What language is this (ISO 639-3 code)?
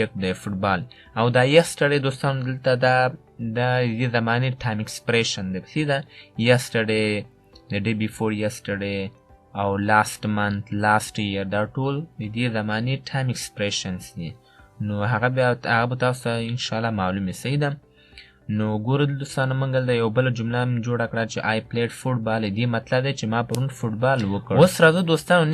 pus